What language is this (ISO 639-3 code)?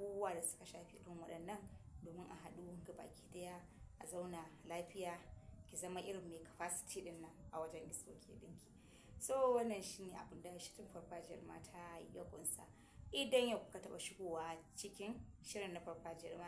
hau